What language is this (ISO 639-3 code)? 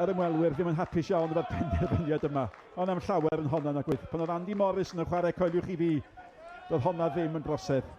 cym